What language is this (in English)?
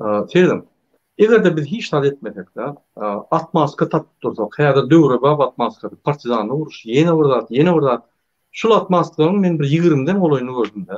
Turkmen